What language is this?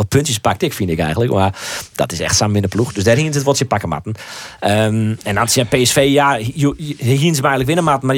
Western Frisian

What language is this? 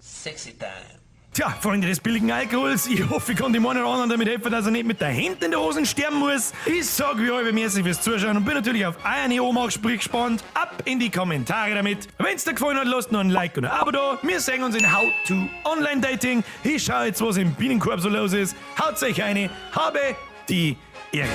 Bavarian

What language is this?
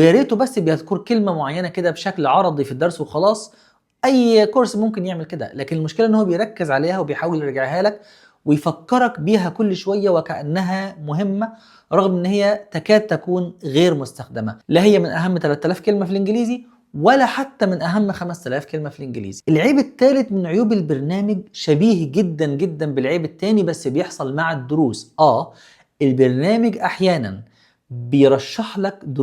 Egyptian Arabic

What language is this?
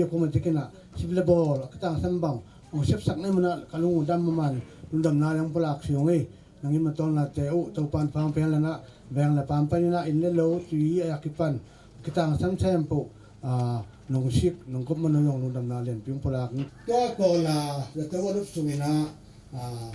Tedim Chin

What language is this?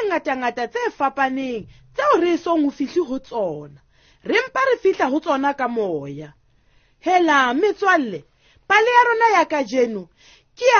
Southern Sotho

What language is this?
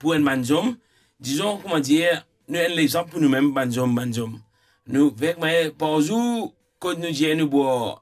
Morisyen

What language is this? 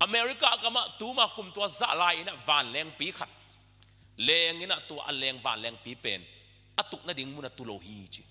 Tedim Chin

